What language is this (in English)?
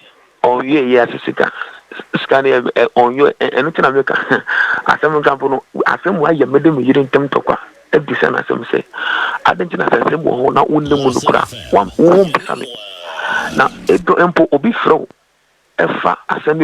Akan